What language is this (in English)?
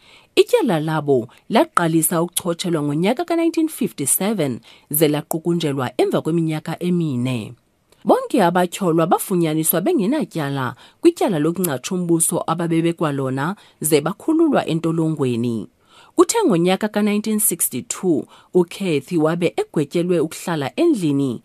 Xhosa